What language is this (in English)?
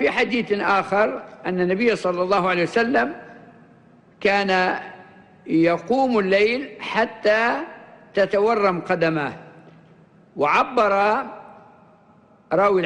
Arabic